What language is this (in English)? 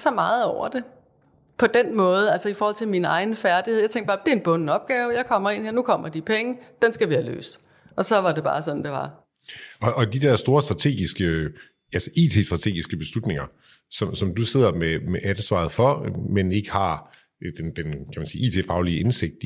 Danish